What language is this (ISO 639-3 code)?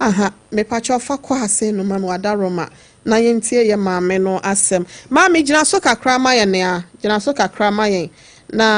aka